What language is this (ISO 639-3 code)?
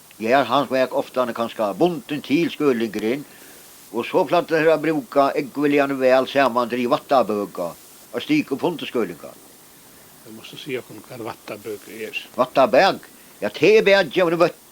fao